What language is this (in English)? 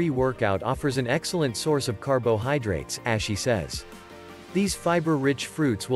English